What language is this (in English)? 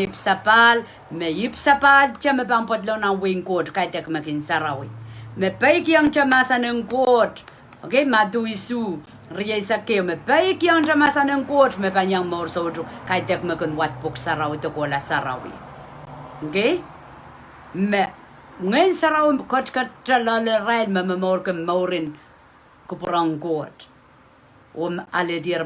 Pohnpeian